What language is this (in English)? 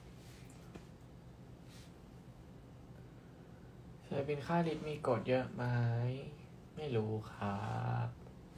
Thai